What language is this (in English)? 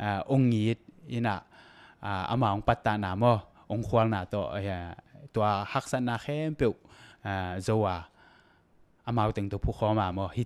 Tedim Chin